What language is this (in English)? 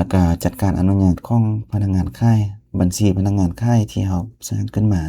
Lao